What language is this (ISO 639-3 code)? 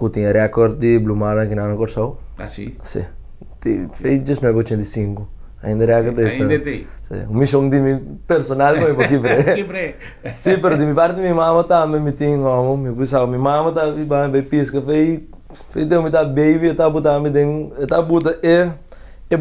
pap